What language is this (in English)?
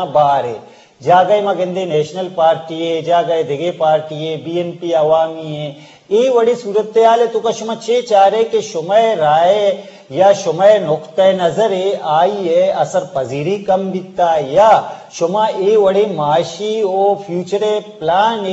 Eastern Balochi